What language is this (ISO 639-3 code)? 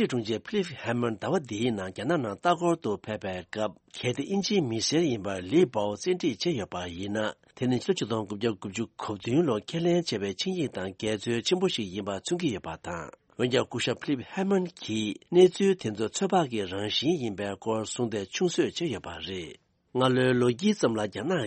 bod